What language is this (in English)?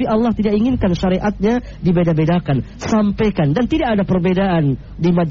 Indonesian